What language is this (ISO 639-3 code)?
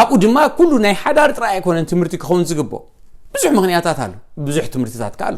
tir